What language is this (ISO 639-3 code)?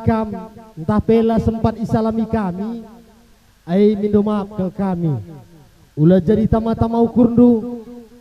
btx